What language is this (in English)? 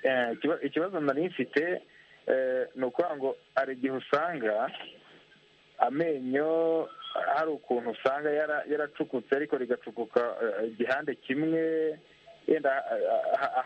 Kinyarwanda